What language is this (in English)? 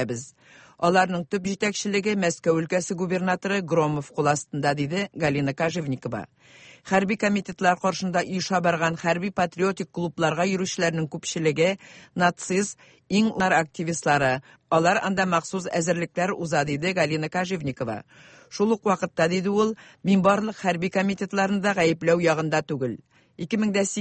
Tatar